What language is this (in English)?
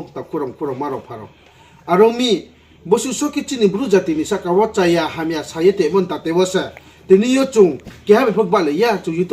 Riang (India)